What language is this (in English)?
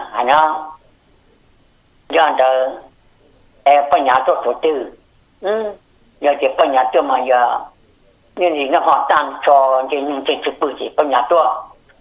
Vietnamese